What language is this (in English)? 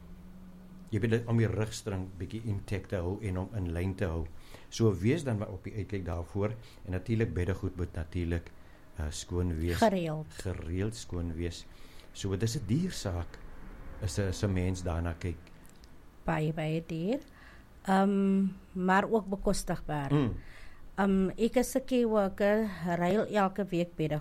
Afrikaans